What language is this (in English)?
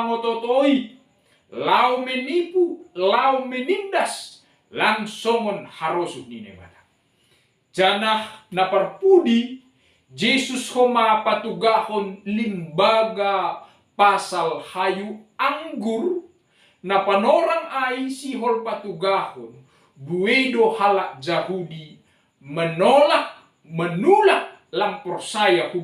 Batak Simalungun